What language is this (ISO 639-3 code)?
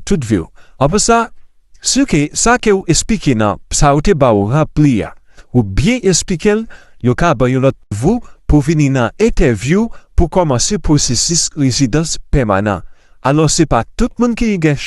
hat